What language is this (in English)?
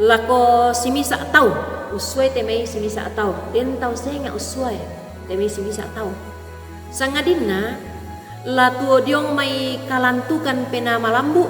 Toraja-Sa'dan